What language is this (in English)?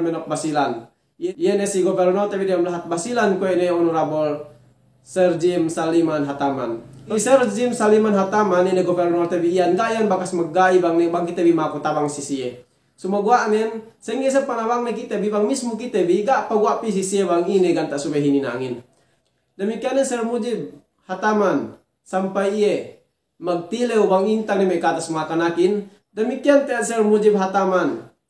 Yakan